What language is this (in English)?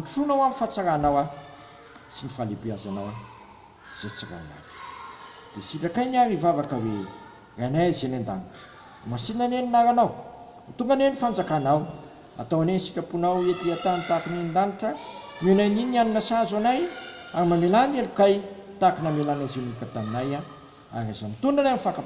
Malagasy